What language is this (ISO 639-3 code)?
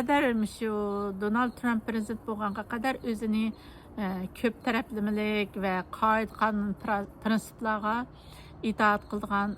uig